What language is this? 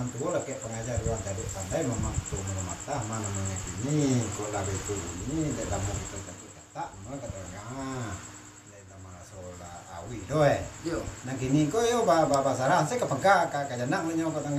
Minangkabau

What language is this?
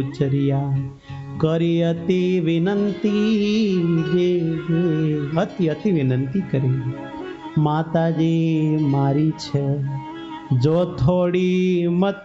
Gujarati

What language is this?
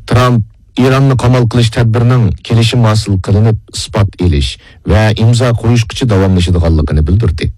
Uyghur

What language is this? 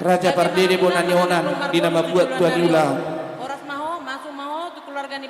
Batak Toba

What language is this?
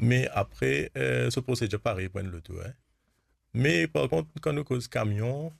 Morisyen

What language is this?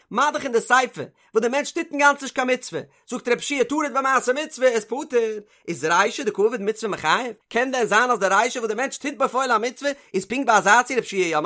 Yiddish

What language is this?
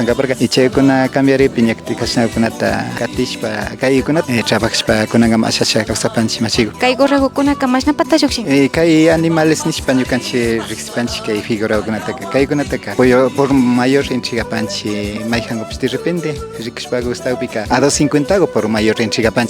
Imbabura Highland Quichua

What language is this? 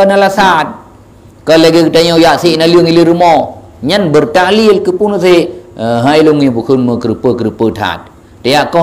Achinese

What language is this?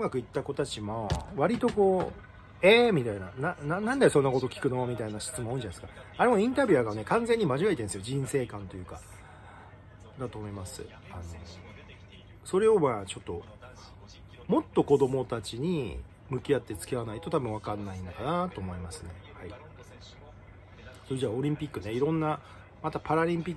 Japanese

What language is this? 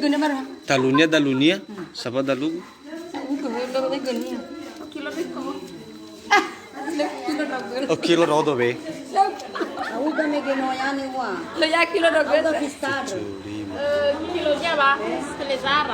Nias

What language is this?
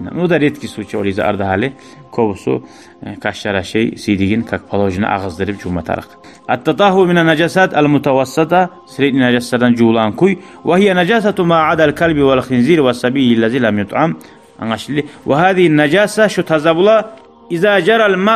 Kumyk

